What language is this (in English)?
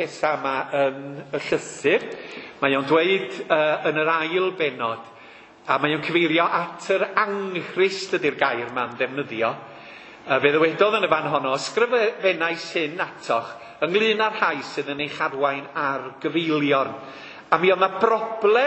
Welsh